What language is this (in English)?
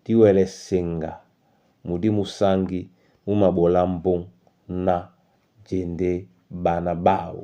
Duala